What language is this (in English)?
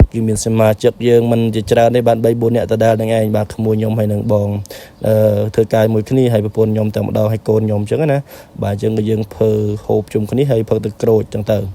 Khmer